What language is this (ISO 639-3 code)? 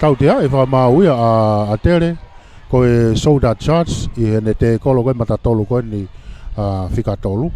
ton